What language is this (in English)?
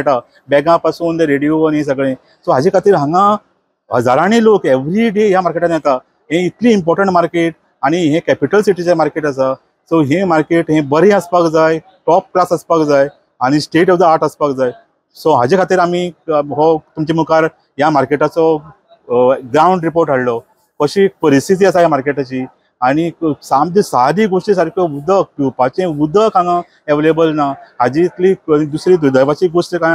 Konkani